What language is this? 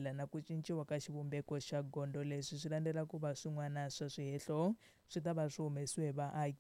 Tsonga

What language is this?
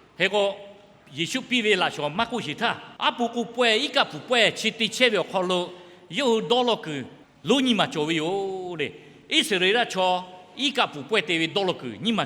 Lahu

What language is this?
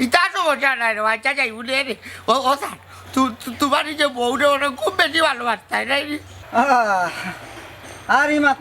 Sylheti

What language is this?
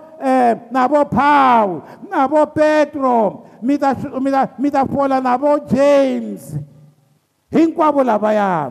Tsonga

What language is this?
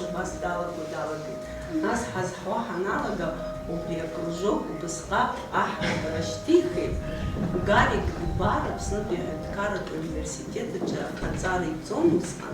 Abkhazian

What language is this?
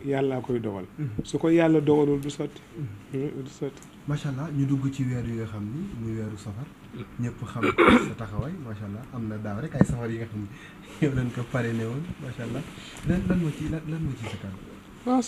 Wolof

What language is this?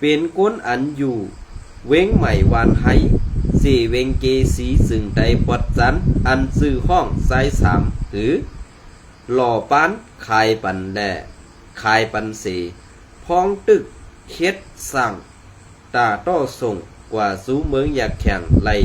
Shan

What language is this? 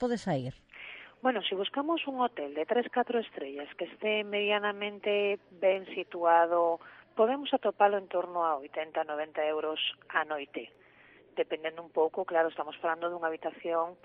Galician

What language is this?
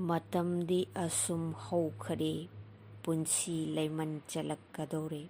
Manipuri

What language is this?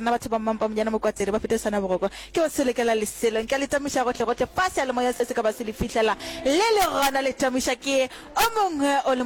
Northern Sotho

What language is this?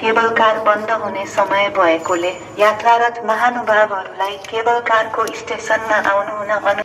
Nepali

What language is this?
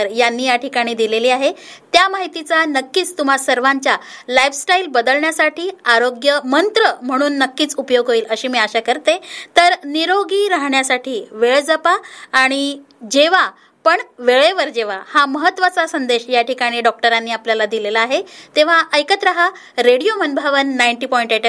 Marathi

